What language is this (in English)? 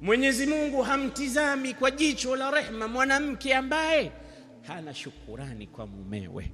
Swahili